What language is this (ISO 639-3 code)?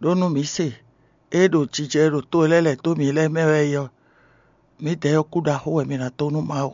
fon